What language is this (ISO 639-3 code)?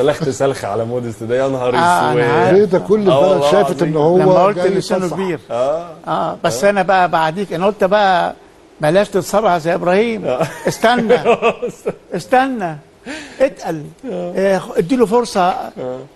arz